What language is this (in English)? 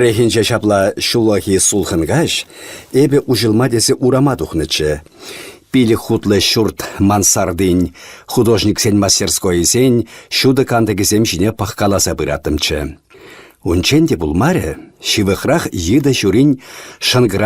Chuvash